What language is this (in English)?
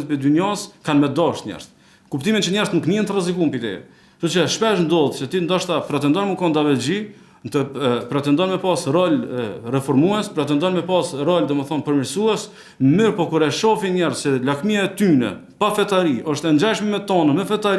Albanian